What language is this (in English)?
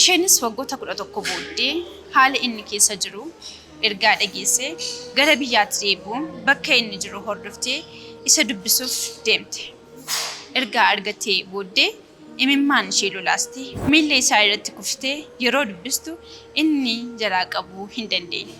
Oromo